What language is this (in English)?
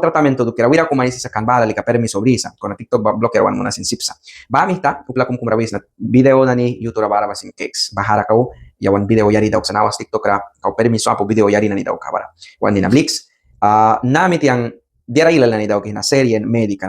Mískito